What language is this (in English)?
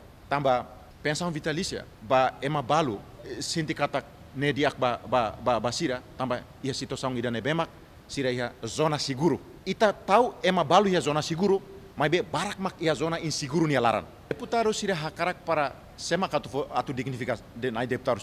Tetum